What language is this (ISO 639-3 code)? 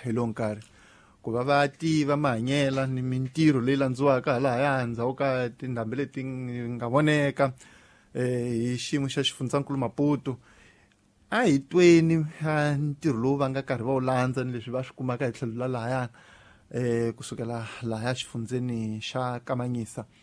tso